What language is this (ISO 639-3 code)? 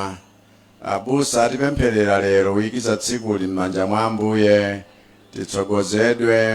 nya